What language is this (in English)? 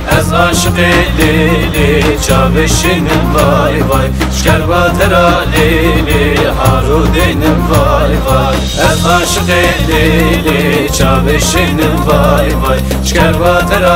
Zaza